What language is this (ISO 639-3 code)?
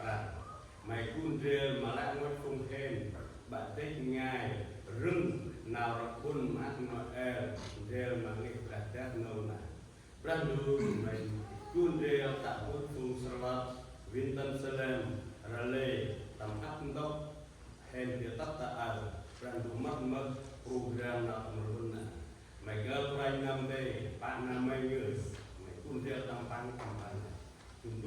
cmo